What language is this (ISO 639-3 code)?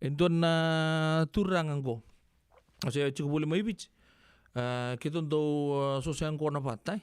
fij